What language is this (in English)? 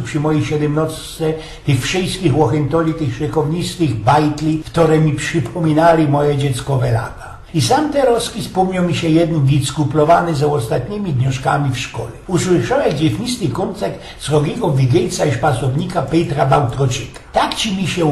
Silesian